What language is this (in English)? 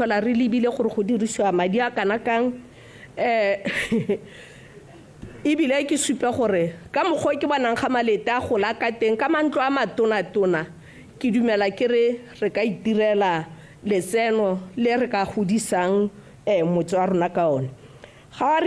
Tswana